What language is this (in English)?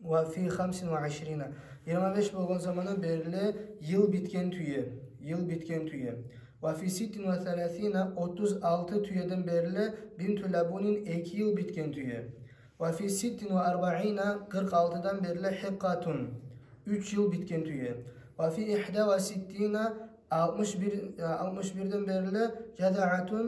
Kumyk